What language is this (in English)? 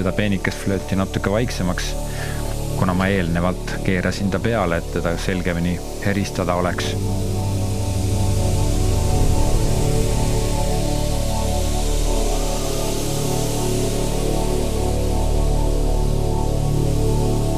Estonian